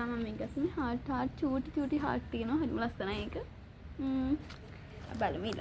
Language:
Sinhala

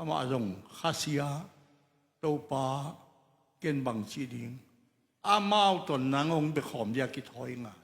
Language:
Tedim Chin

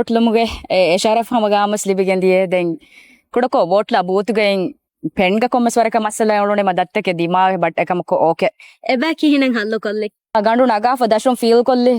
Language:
Divehi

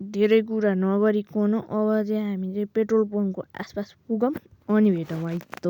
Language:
Nepali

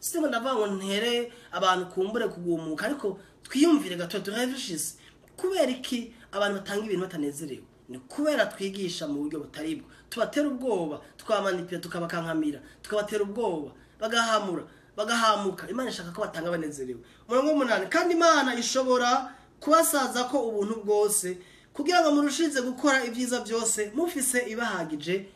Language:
Rundi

